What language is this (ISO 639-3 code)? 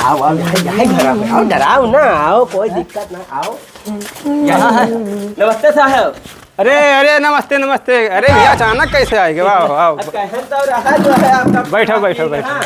awa